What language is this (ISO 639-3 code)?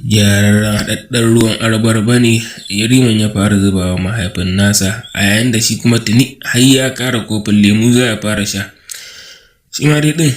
hau